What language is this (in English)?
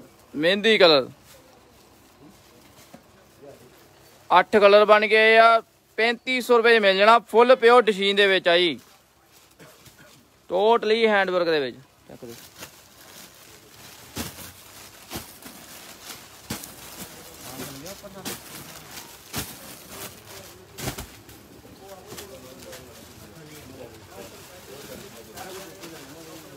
Punjabi